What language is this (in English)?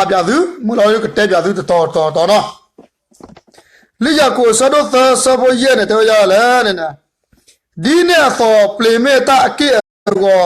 S'gaw Karen